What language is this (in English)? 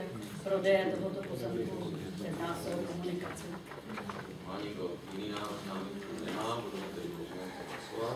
Czech